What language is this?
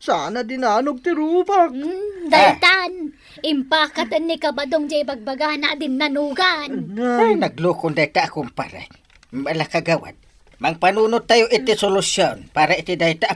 Iloko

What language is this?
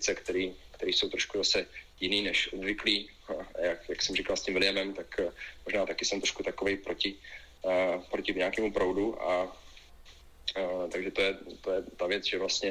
Czech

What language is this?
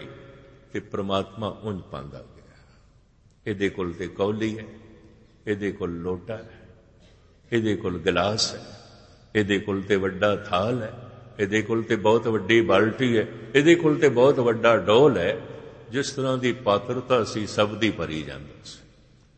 Punjabi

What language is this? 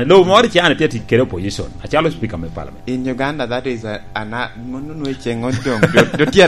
Lango (Uganda)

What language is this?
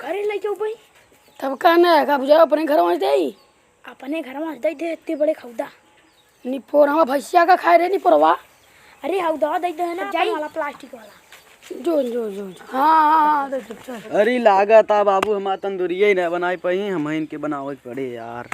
Awadhi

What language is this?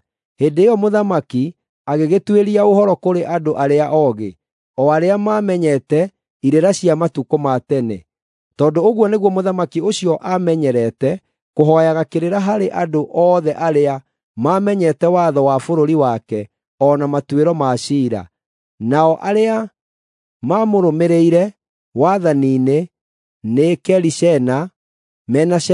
Kikuyu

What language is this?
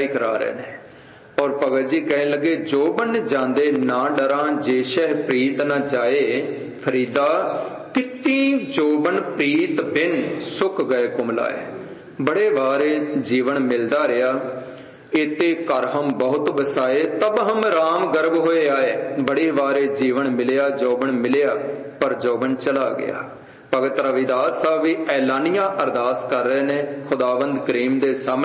Punjabi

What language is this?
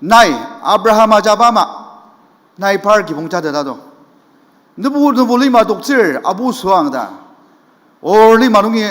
Ao Naga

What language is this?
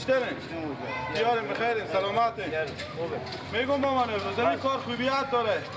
Persian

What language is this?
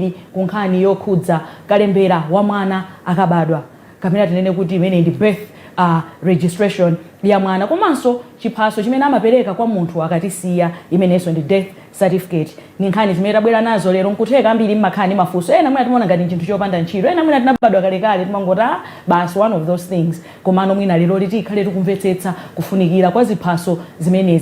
Nyanja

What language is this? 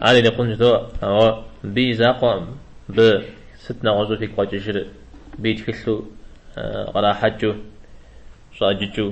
Kabardian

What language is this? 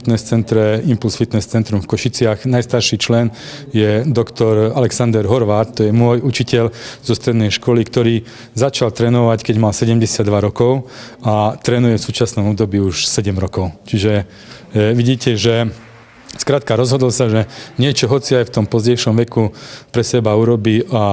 Slovak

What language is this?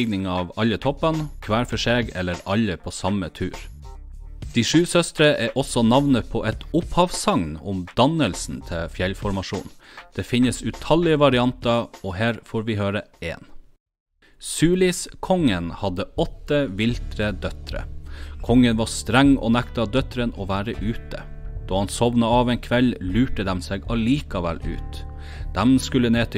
Norwegian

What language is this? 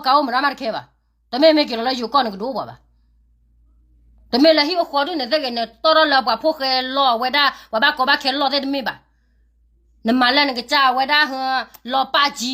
S'gaw Karen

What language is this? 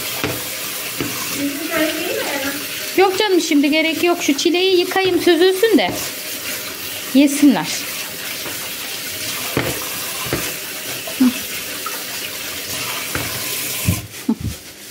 Turkish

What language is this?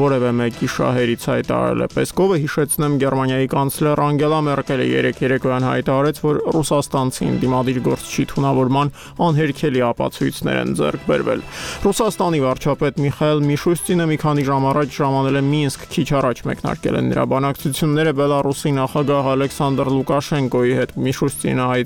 Armenian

